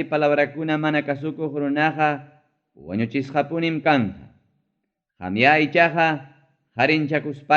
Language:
Ayacucho Quechua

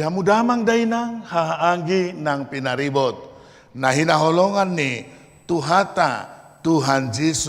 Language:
Batak Toba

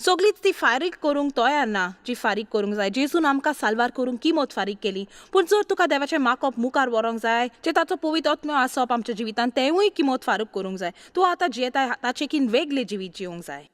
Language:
Konkani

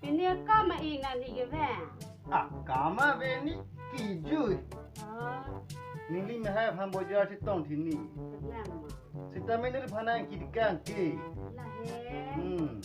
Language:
Karbi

